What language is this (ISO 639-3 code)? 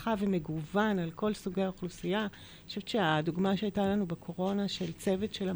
heb